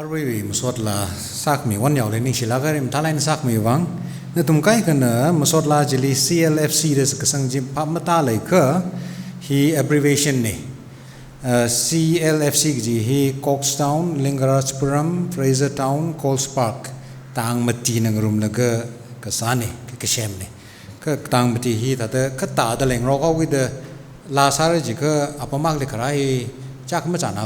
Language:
Tangkhul Naga (India)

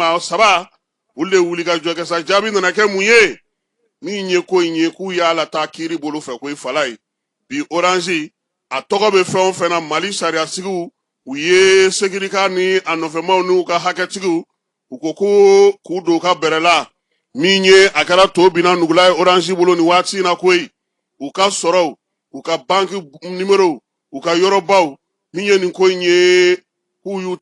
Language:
Bambara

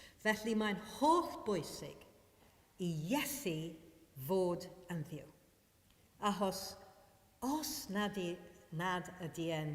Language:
Welsh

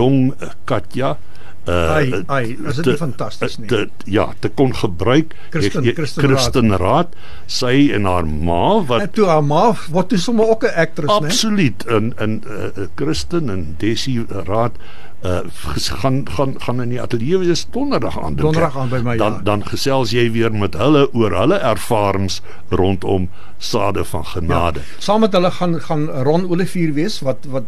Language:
Afrikaans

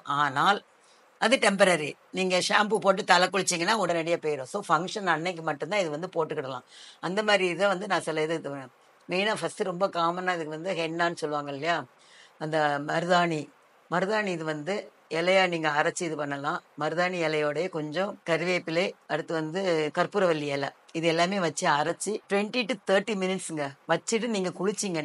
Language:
Tamil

